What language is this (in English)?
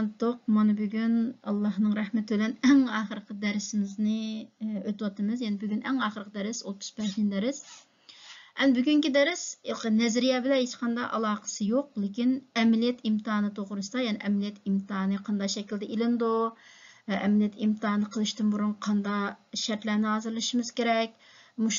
Uyghur